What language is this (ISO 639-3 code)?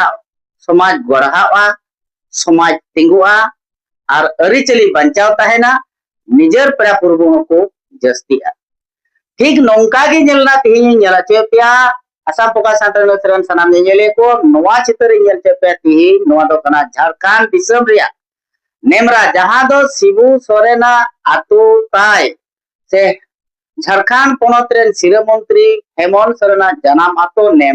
sat